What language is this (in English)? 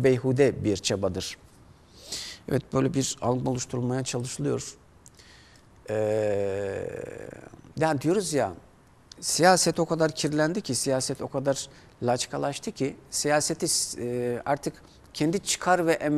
Turkish